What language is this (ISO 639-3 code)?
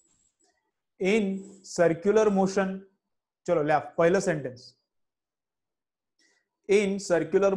mar